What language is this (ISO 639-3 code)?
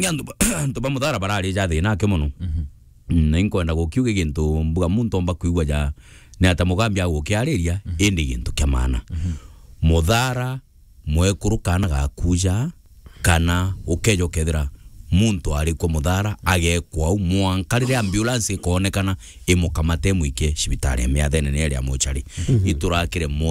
mer